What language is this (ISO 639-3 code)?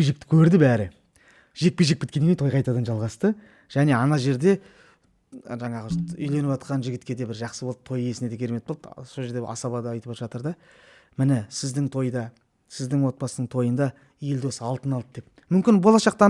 kaz